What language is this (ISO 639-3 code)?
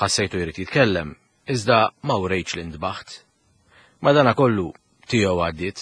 mlt